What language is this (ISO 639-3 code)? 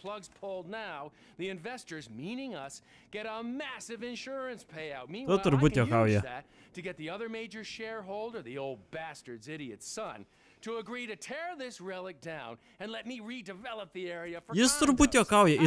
lit